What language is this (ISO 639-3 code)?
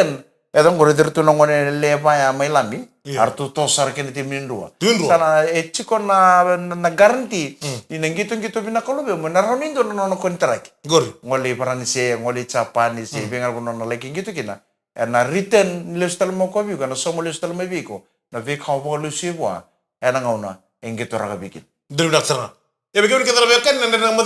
fij